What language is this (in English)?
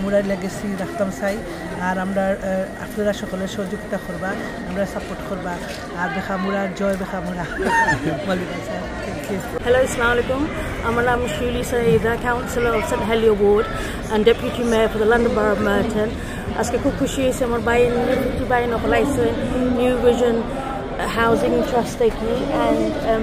Sylheti